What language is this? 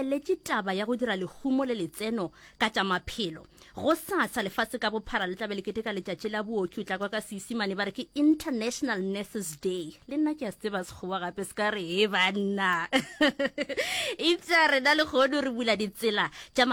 Northern Sotho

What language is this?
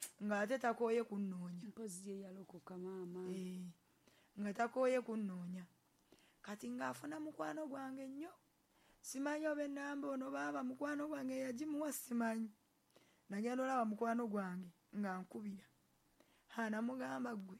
Ganda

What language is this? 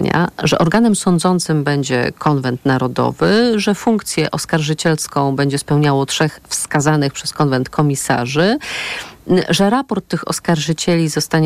Polish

